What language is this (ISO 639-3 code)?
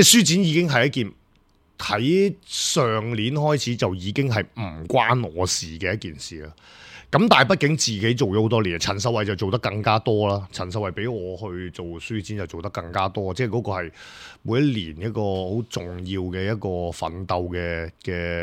yue